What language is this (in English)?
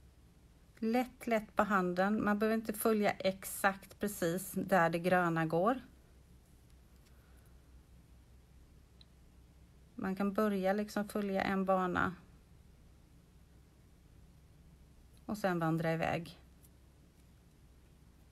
Swedish